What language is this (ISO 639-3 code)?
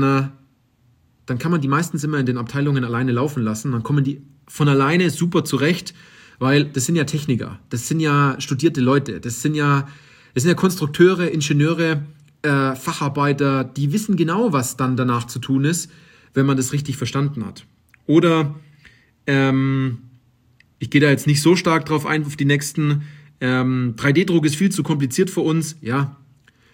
deu